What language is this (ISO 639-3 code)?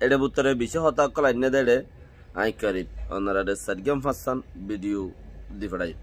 rhg